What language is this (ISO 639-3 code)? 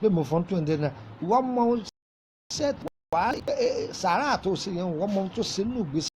yor